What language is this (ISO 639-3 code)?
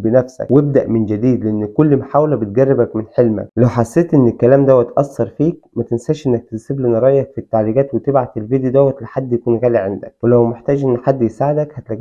arz